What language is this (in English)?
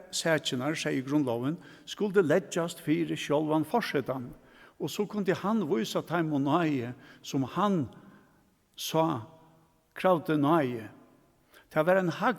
Faroese